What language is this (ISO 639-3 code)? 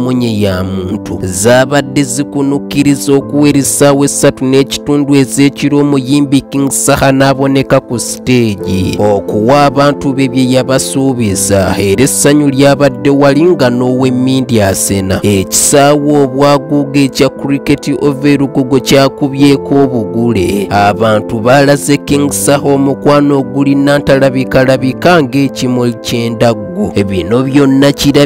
lug